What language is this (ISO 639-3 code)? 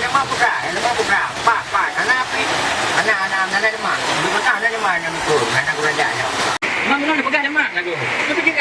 ace